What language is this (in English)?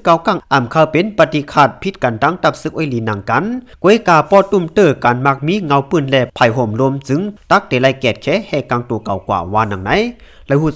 Shan